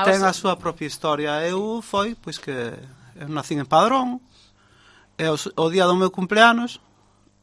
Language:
Galician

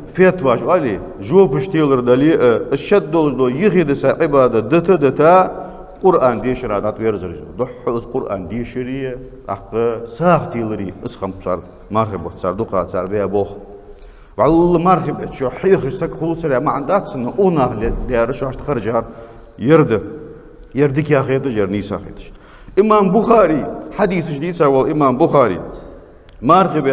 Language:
Ingush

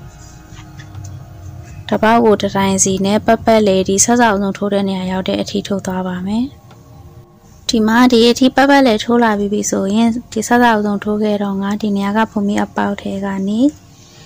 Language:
Burmese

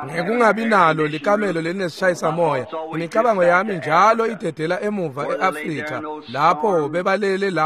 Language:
Swati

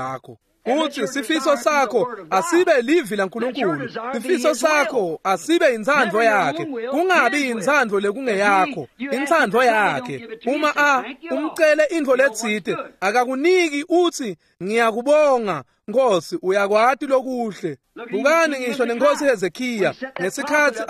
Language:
Swati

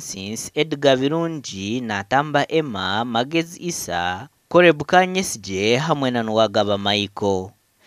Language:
Nyankole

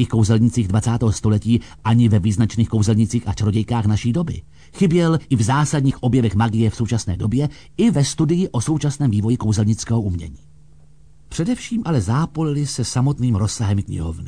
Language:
Czech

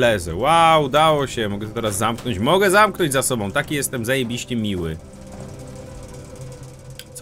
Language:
Polish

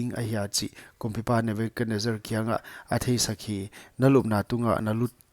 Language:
Paite Chin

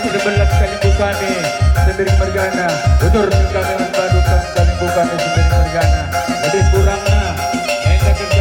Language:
Batak Karo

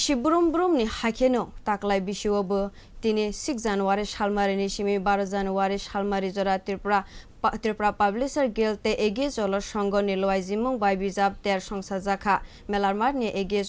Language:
Kok Borok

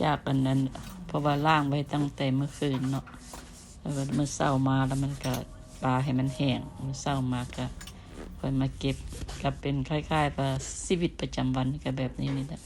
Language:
Lao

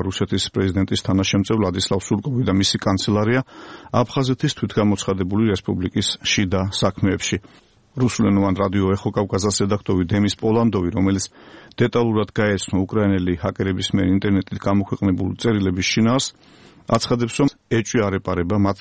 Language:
Georgian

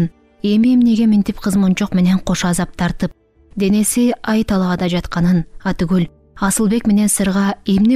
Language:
Kyrgyz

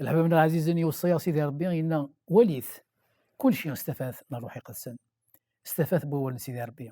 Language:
Kabyle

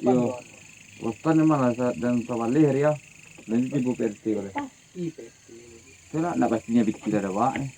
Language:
Minangkabau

